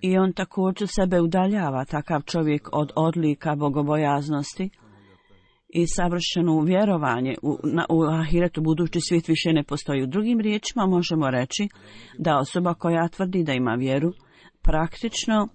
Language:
Bosnian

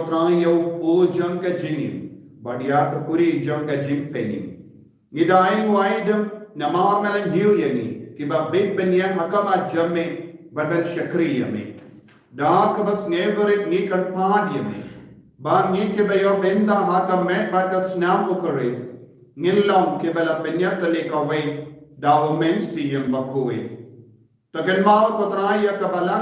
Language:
Khasi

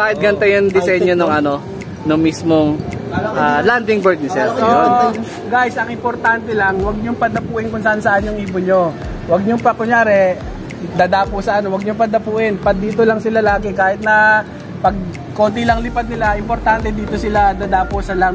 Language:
Filipino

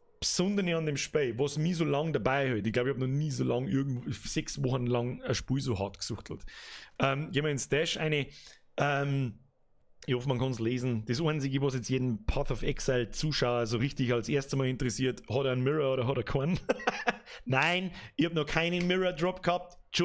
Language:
Bavarian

